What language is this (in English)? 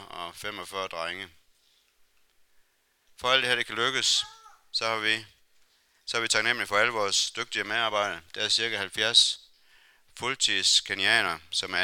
Danish